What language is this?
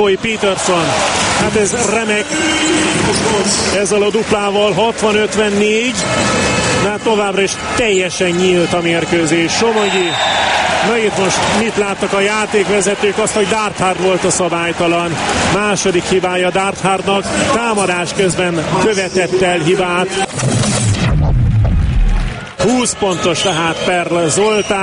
Hungarian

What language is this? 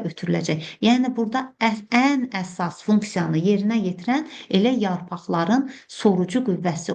Azerbaijani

